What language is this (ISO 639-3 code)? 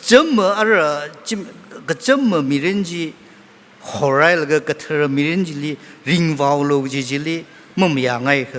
nmf